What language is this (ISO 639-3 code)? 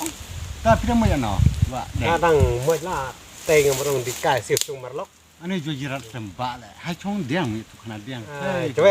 kha